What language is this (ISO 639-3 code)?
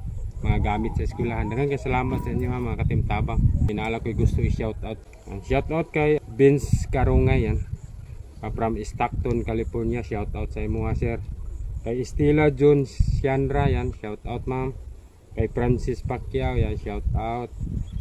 ceb